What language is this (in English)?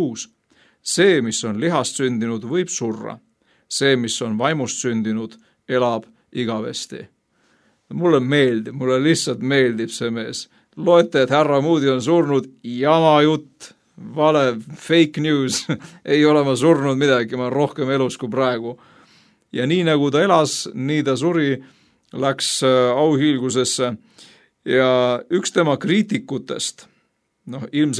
Estonian